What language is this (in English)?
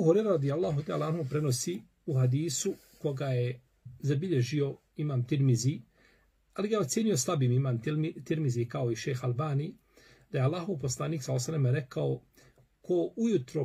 Bosnian